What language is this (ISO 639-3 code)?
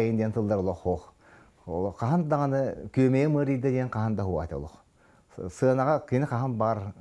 sah